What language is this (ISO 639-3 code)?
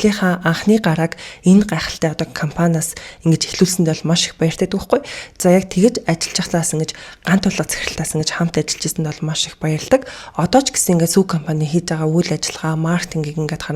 mon